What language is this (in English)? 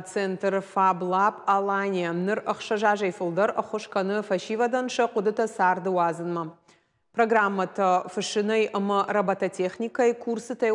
Ossetic